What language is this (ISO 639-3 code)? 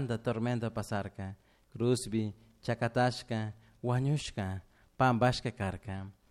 qug